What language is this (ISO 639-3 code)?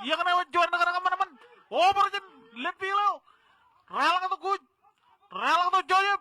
mah